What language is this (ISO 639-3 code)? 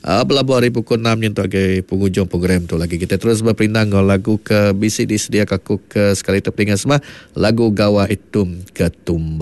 iba